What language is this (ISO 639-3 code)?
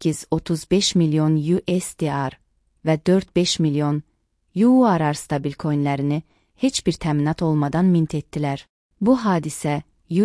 aze